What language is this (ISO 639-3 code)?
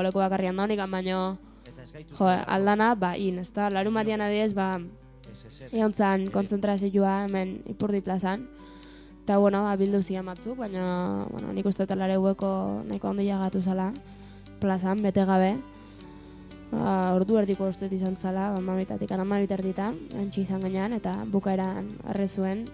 eus